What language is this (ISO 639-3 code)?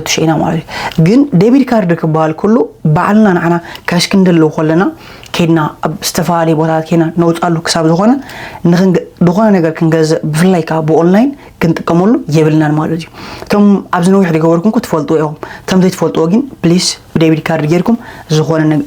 tir